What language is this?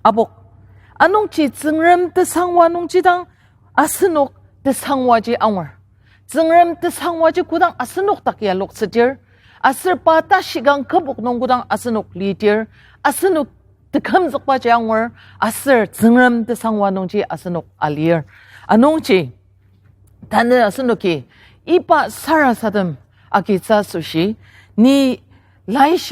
Ao Naga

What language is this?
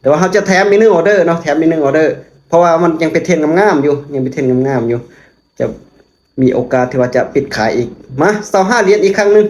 Lao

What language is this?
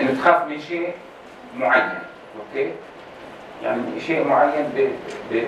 North Levantine Arabic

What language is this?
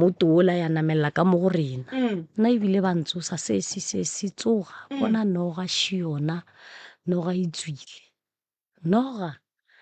Northern Sotho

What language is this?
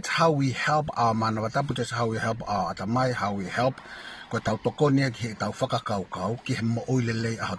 Tongan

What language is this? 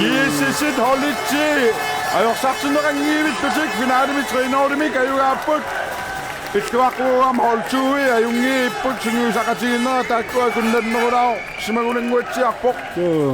Kalaallisut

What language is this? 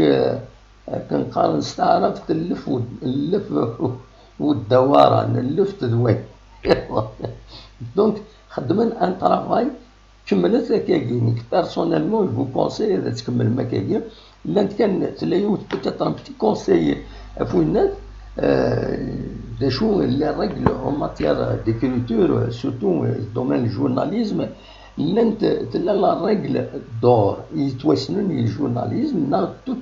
Kabyle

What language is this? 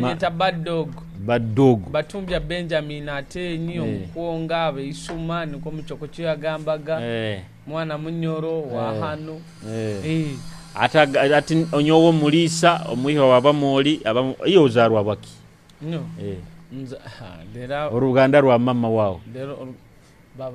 Nyoro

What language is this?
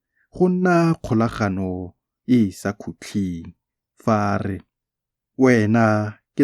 Tswana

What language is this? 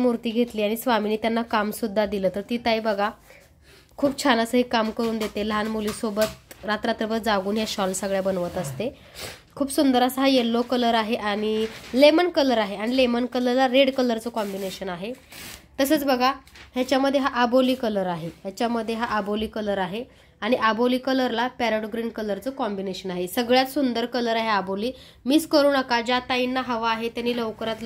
Marathi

